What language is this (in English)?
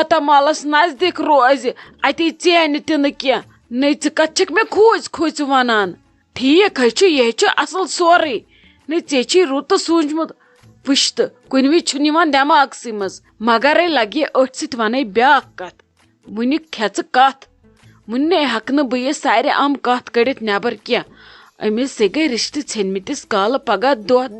Kashmiri